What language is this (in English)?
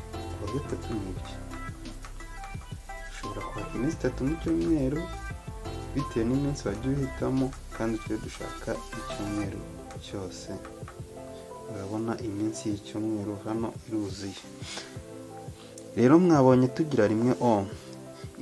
Kinyarwanda